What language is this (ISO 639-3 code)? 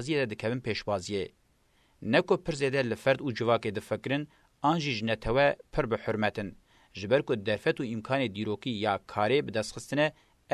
kur